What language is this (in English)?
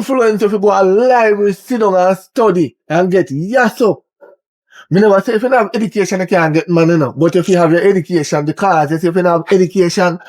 Jamaican Creole English